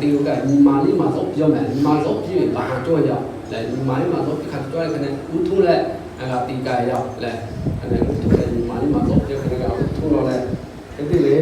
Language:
Lahu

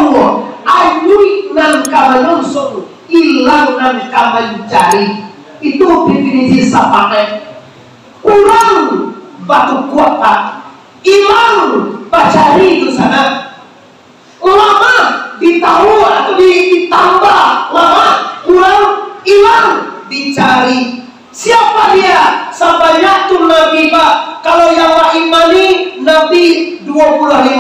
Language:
Minangkabau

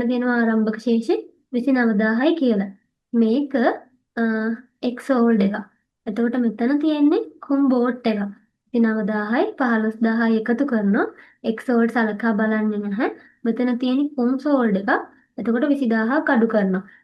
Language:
Sinhala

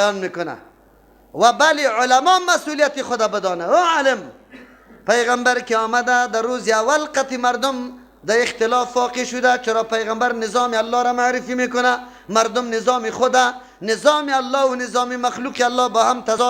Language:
Persian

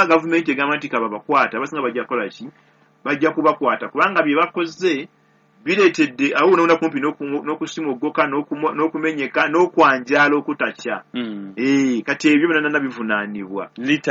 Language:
Ganda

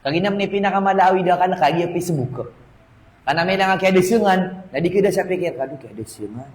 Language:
Maranao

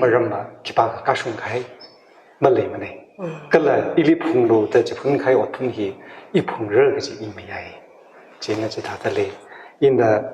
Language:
Tangkhul Naga (India)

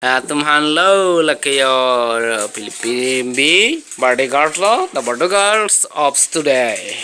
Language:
Karbi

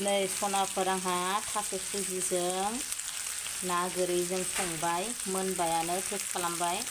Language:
Bodo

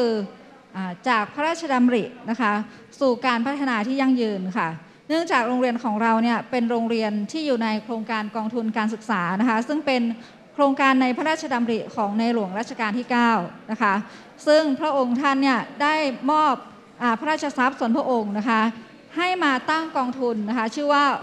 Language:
Thai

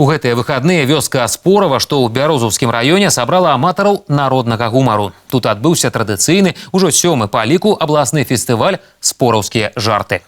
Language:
Belarusian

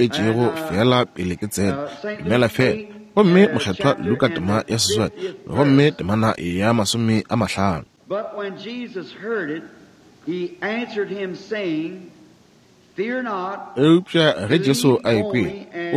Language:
Northern Sotho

